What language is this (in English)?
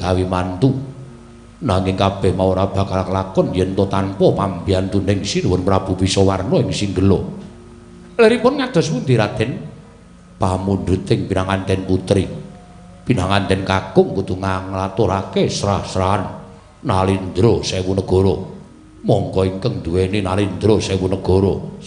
Javanese